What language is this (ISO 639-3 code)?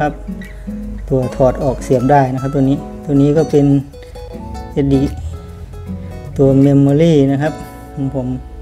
tha